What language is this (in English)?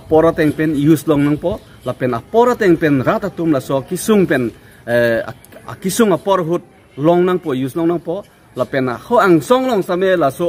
Karbi